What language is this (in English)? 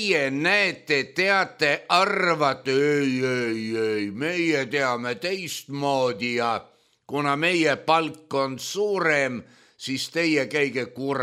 Estonian